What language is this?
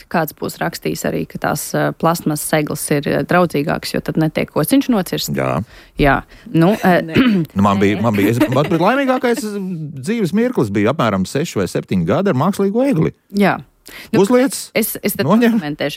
Latvian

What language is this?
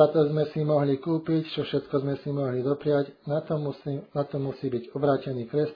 Slovak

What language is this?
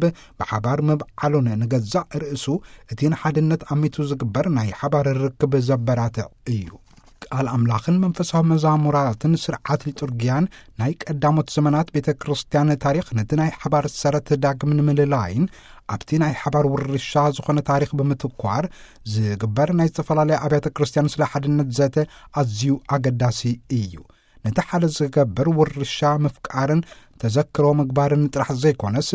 Tigrinya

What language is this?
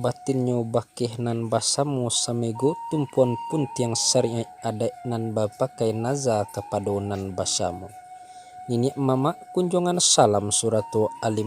Minangkabau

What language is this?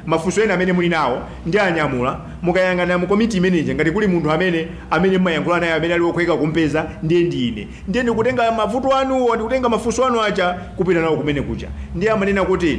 Nyanja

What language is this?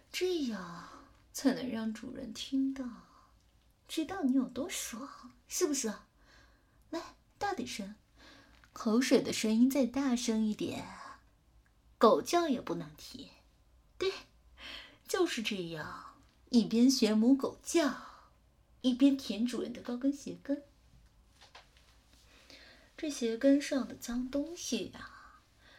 Chinese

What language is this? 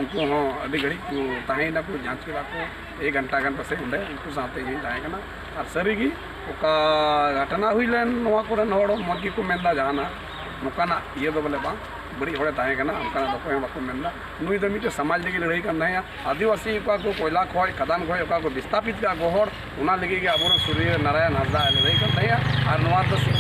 Santali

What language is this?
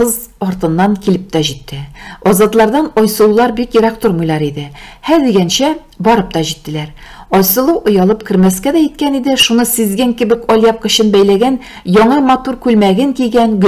Tatar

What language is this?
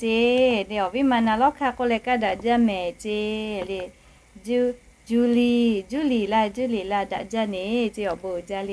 Lahu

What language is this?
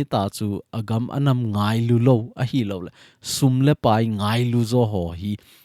Thado Chin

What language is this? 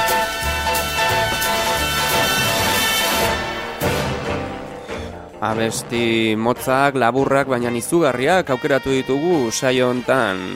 Basque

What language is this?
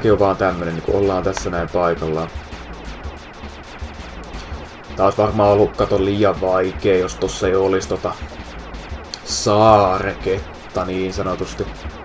Finnish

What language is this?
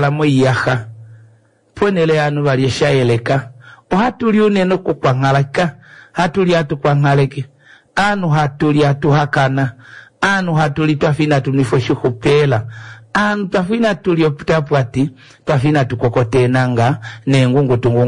Kuanyama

